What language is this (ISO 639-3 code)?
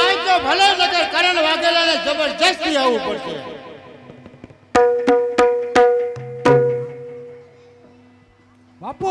guj